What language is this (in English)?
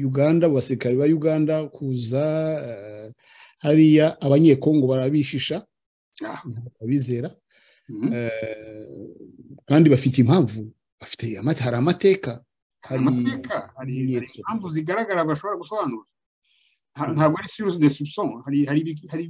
Kinyarwanda